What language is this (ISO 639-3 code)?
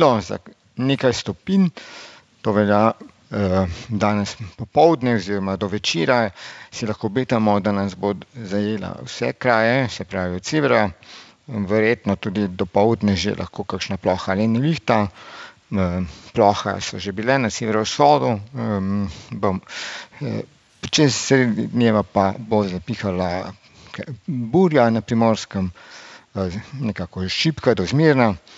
slv